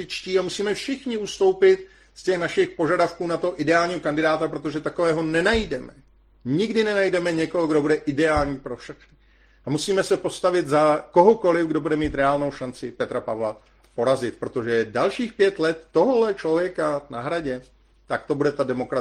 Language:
Czech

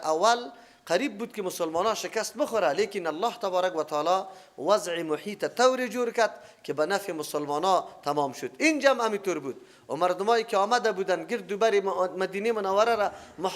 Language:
Persian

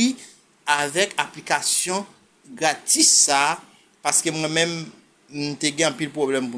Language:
Haitian Creole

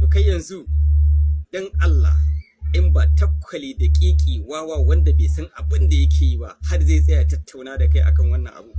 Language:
Hausa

